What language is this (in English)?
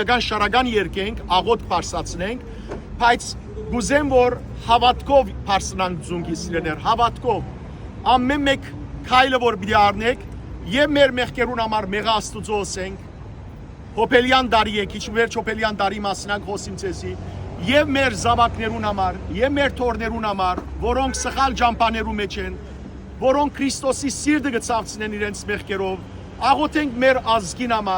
Western Armenian